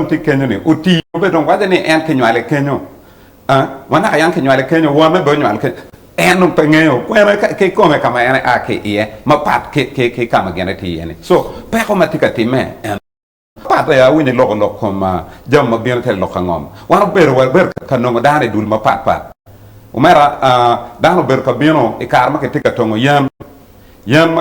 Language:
Acoli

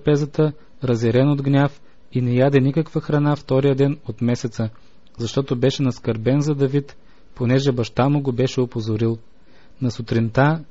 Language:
Bulgarian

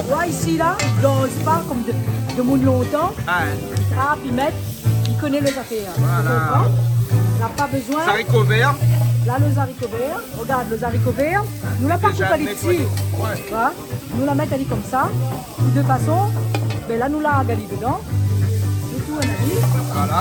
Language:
Réunion Creole French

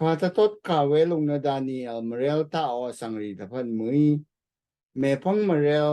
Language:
Rawang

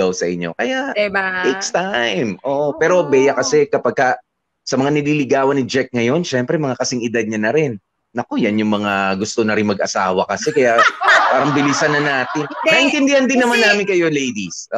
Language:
Filipino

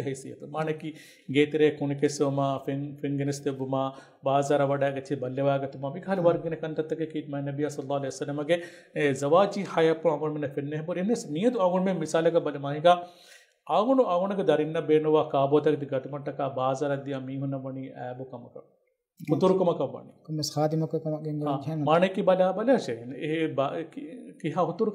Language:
Divehi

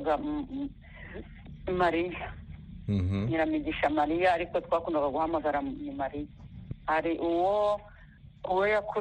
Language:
Kinyarwanda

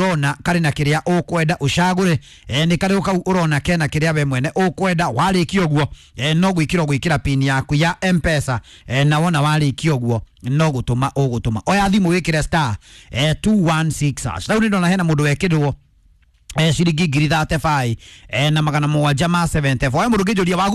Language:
Kikuyu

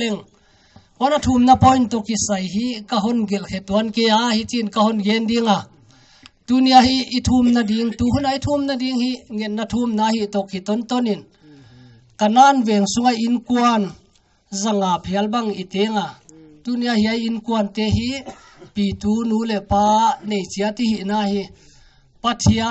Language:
Paite Chin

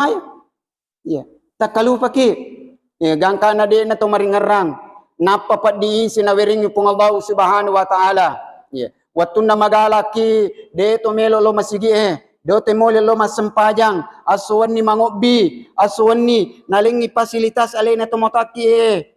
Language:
Buginese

